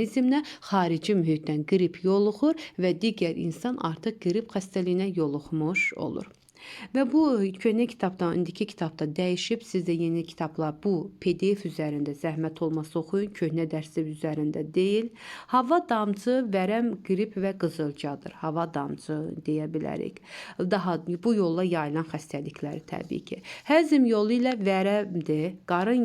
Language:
Azerbaijani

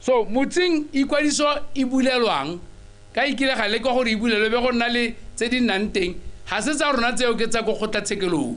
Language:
Tswana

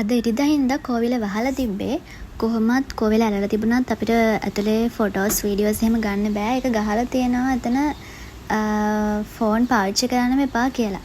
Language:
Sinhala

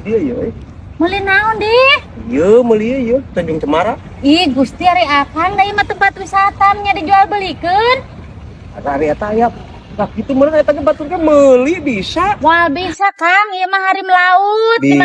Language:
Sundanese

